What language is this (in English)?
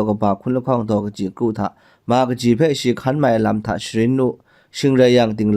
Kachin